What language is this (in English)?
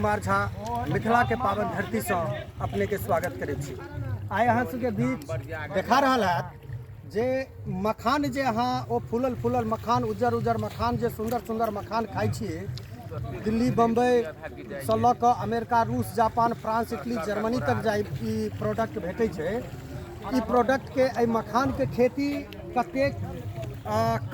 Maithili